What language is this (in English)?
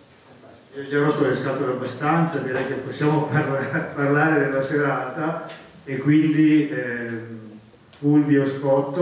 Italian